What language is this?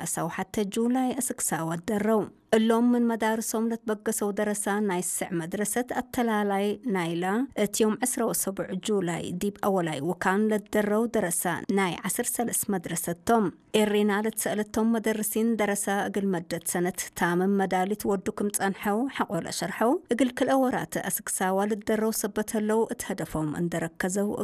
Tigre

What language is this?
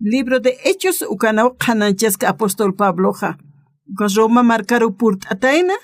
Aymara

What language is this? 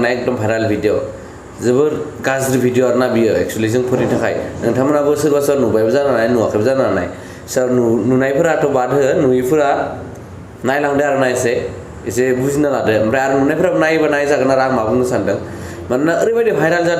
Bodo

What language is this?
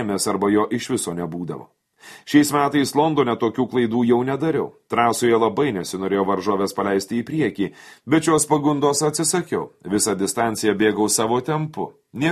Lithuanian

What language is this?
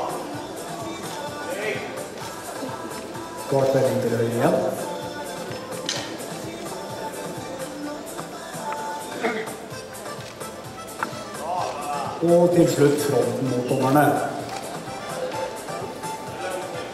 Norwegian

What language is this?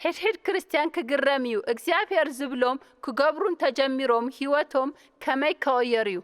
Tigrinya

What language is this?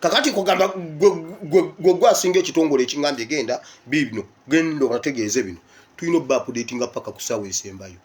Ganda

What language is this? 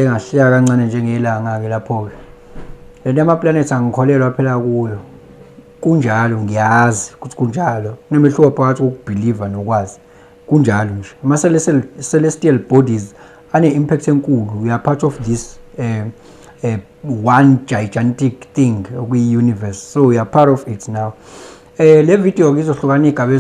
Zulu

